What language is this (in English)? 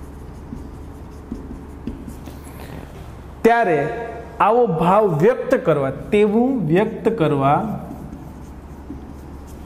Gujarati